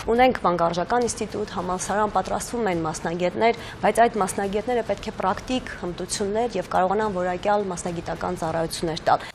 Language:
Armenian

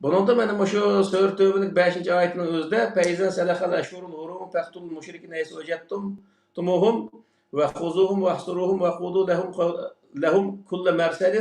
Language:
Uyghur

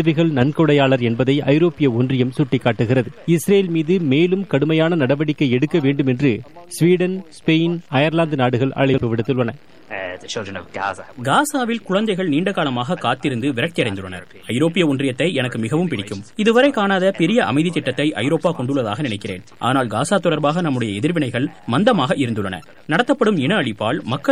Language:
Tamil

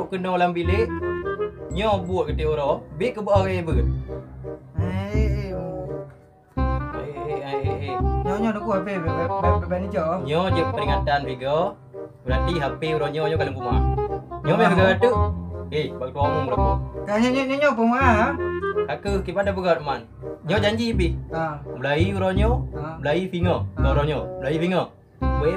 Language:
Achinese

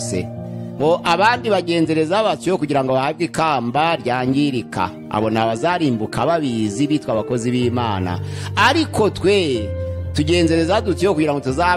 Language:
Kinyarwanda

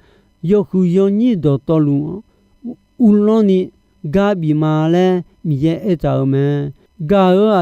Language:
Akha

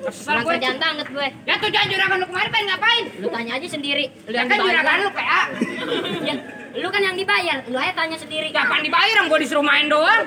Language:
Betawi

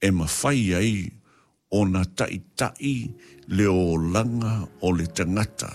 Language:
Samoan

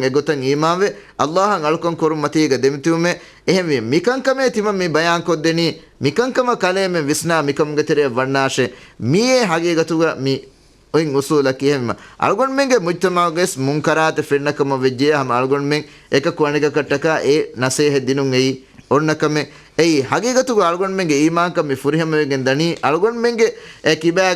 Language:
Divehi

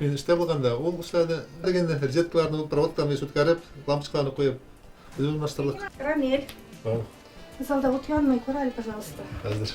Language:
Bashkir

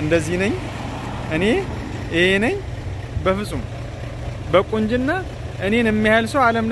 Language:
Amharic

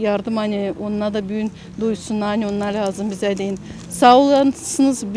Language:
Gagauz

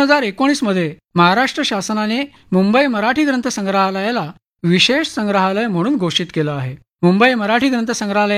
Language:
Marathi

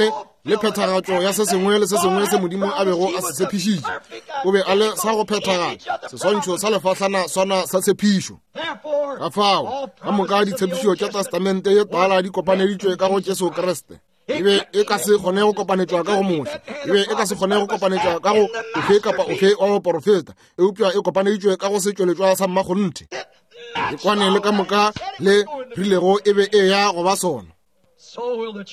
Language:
Northern Sotho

